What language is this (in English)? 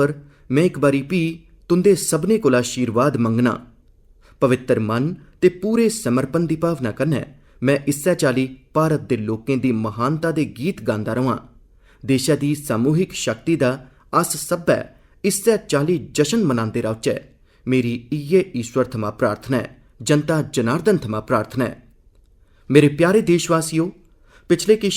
Dogri